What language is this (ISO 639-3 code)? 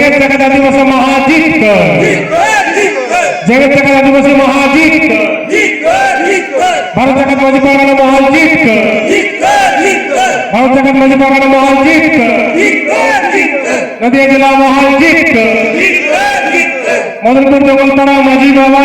sat